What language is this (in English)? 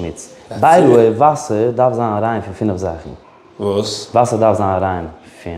Yiddish